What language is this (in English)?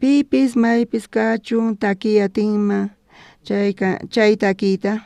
South Bolivian Quechua